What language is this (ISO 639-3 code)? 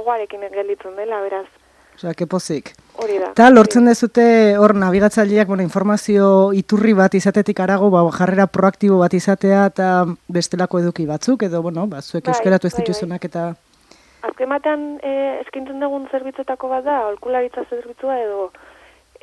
eus